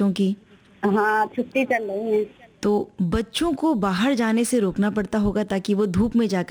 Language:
Hindi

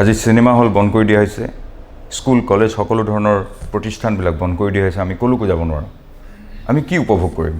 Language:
Assamese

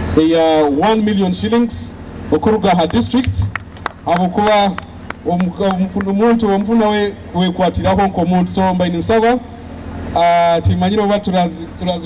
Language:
Nyoro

